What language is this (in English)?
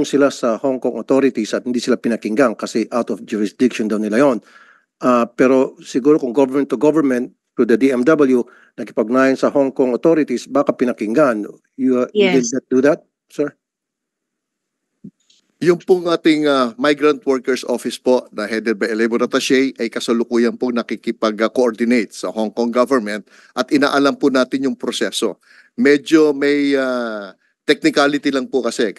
Filipino